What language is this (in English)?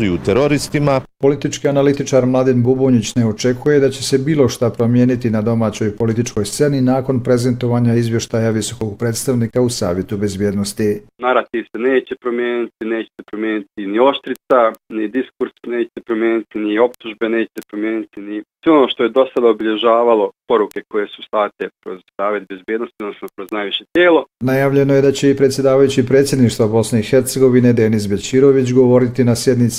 Bosnian